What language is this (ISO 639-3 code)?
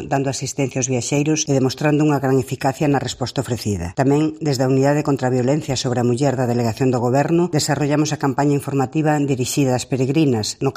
glg